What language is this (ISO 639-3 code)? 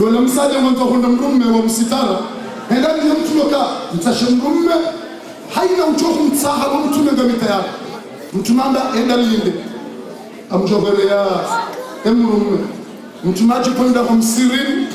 zdj